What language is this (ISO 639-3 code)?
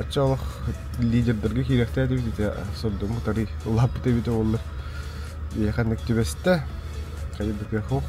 sah